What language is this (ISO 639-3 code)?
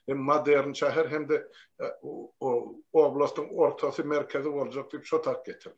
tuk